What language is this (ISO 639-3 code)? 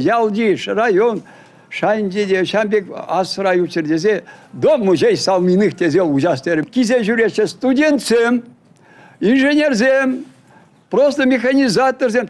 chv